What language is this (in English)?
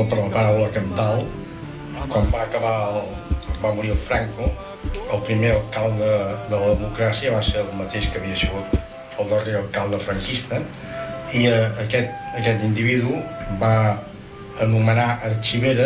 Catalan